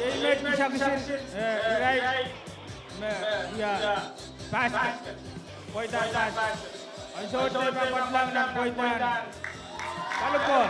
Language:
Pohnpeian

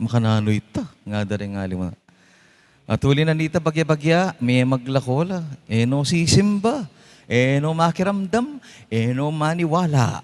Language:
Pampanga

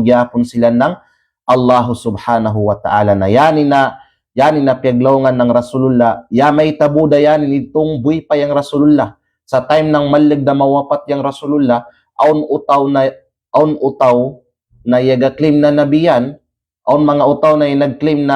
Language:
Kalagan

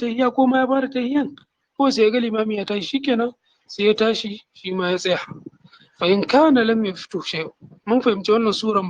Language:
Hausa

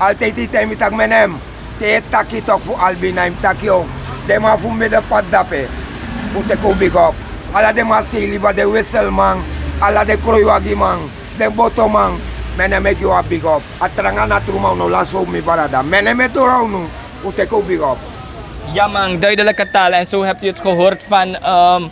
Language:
Sranan Tongo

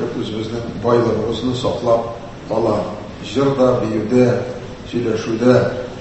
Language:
Tatar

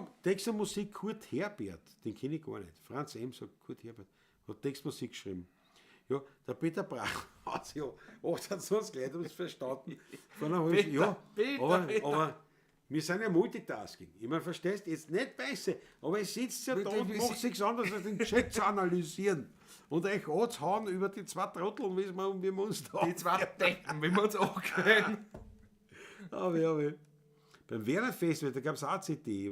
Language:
Bavarian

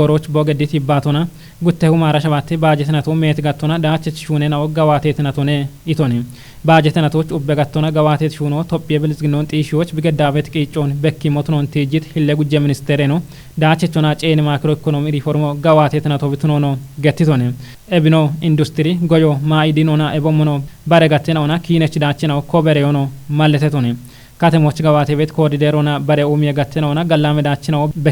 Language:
Kafa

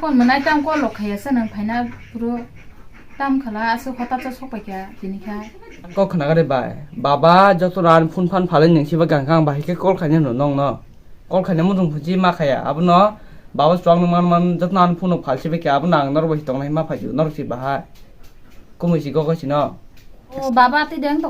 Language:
Kok Borok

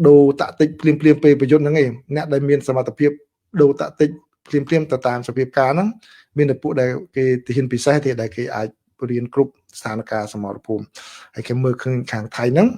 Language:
Khmer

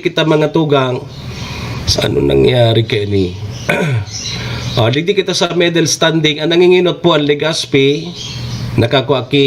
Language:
Bikol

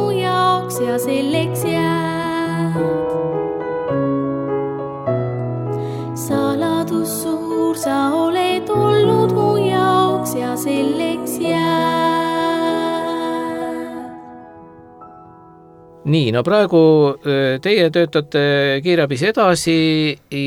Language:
Estonian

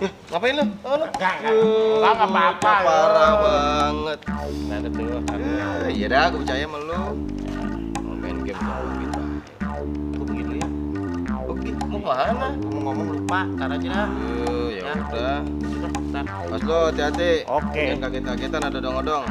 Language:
Betawi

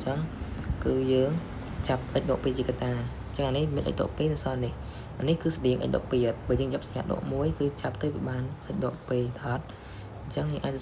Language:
Khmer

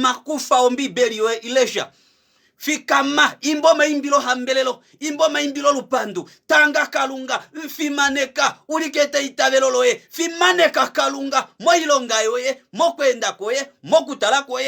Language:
Kuanyama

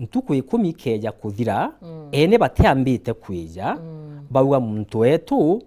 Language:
Meru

